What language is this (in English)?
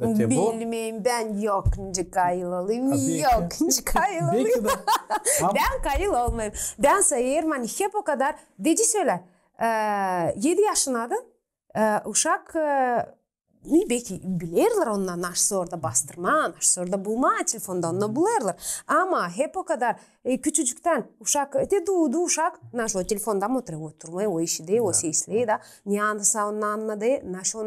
Gagauz